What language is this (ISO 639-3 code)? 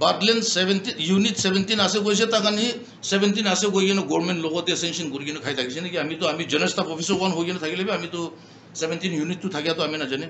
nag